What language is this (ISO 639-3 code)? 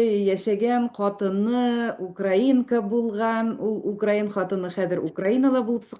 bak